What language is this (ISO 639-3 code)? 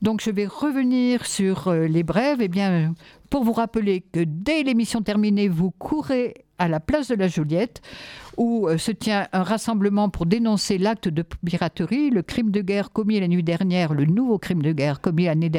fra